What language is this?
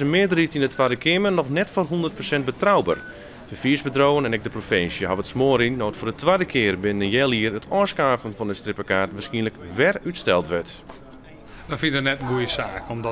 Western Frisian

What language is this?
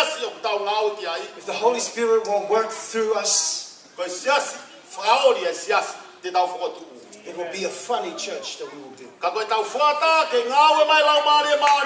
Tongan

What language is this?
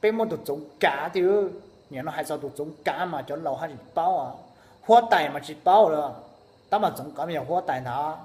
Hmong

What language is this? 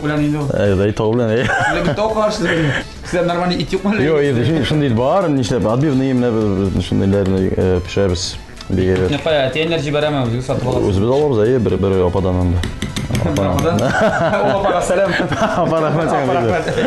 Tatar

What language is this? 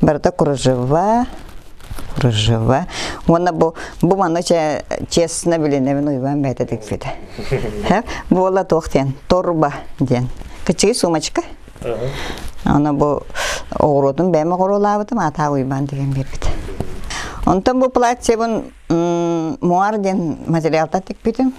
Yakut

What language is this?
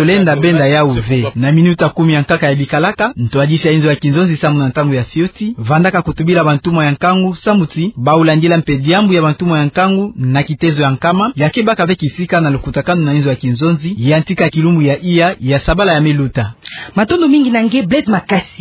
Kituba (Democratic Republic of Congo)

